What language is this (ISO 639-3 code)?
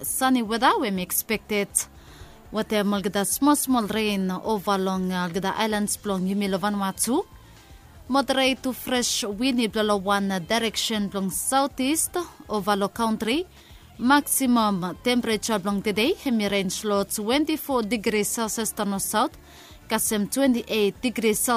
bis